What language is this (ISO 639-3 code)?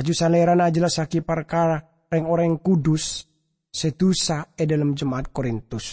mad